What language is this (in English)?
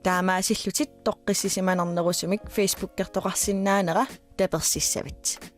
Kalaallisut